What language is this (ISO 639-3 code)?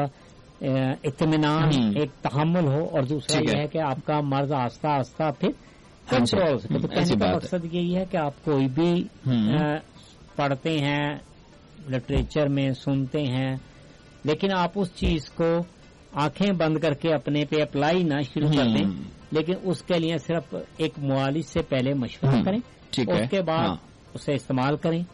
urd